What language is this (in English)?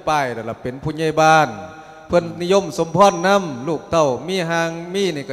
Lao